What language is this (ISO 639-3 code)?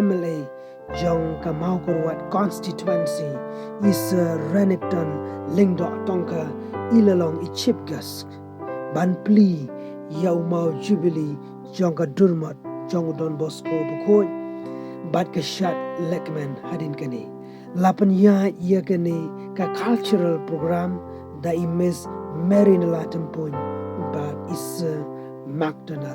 kha